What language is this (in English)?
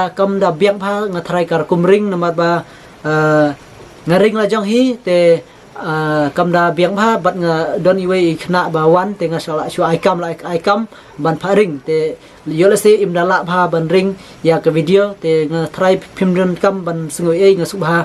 Khasi